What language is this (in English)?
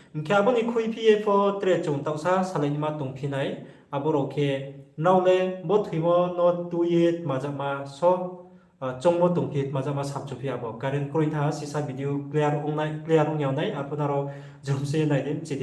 Riang (India)